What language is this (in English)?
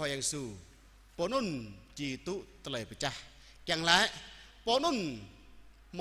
Jarai